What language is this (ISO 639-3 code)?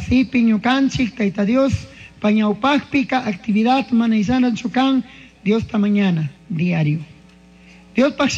qug